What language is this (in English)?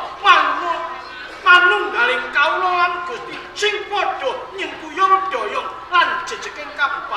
Javanese